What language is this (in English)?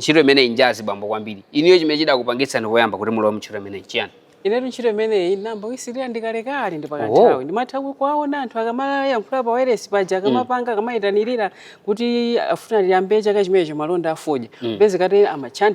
Nyanja